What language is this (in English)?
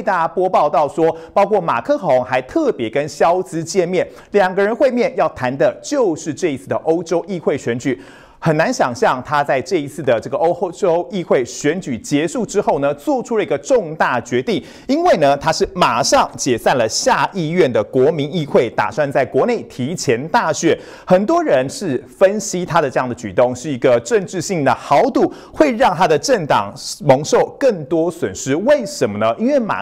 Chinese